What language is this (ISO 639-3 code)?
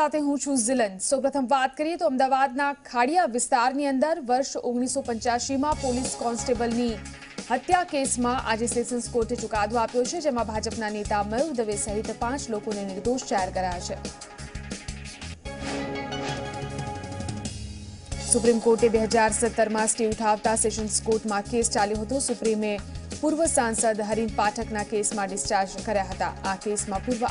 guj